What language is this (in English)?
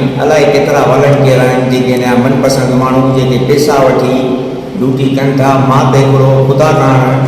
Sindhi